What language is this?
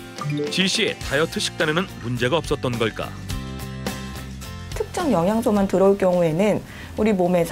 Korean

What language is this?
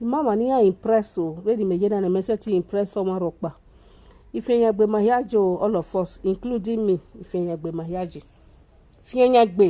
Nigerian Pidgin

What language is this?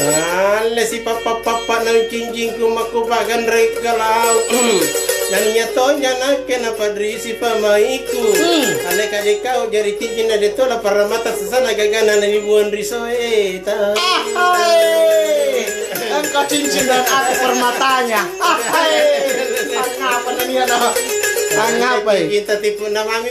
Makasar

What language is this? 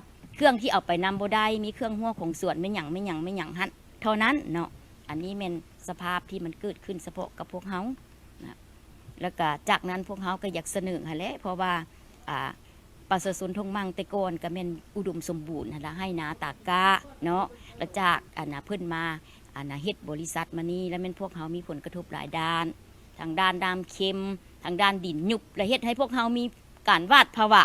Lao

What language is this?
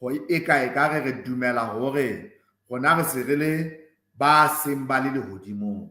Southern Sotho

